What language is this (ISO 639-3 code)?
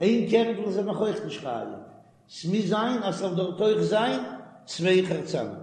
yid